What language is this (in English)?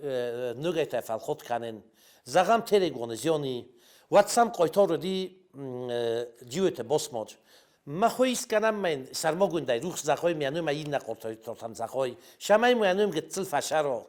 Ossetic